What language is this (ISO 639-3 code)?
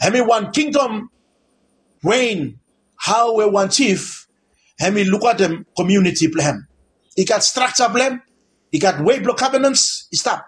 bis